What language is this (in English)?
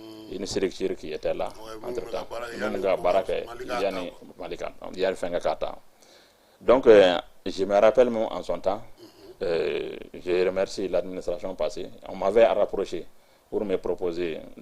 Bambara